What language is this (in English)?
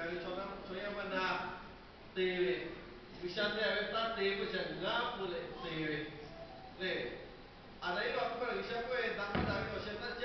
Lahu